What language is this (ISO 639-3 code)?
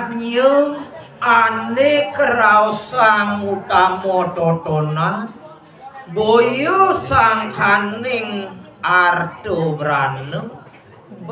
ban